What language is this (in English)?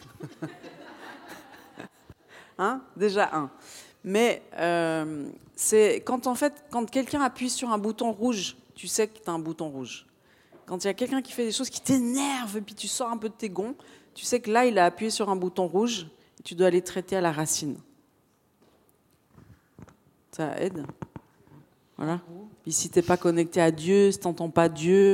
French